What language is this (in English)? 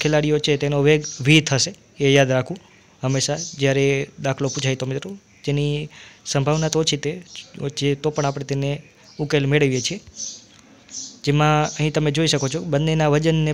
Gujarati